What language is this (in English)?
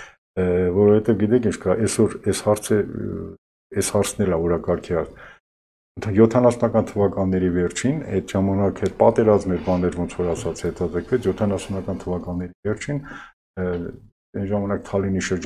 Armenian